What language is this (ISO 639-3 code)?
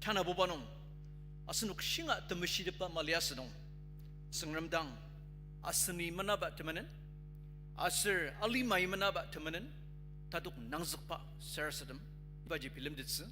njo